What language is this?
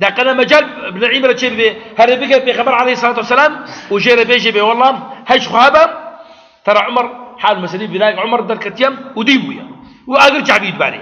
Kurdish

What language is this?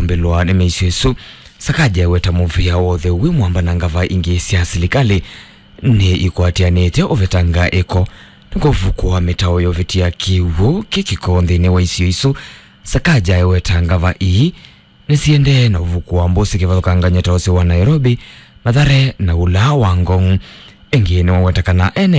Kamba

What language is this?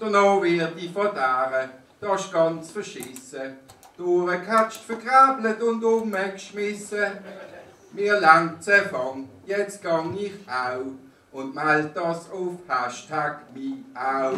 Swiss German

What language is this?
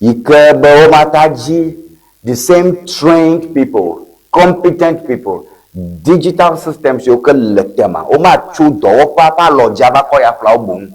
Ewe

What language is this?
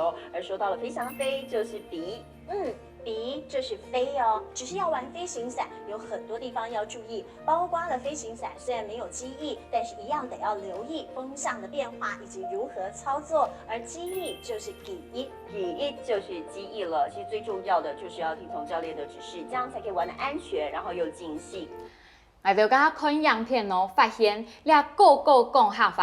Hakka Chinese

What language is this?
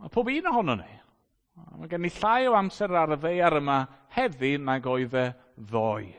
Welsh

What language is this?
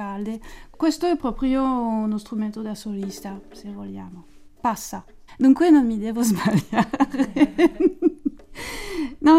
Italian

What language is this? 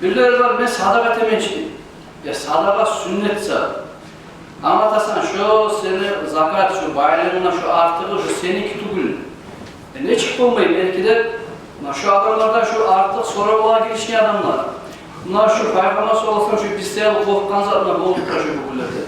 Kumyk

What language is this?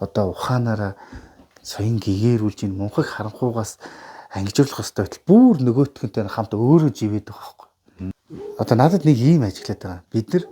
Mongolian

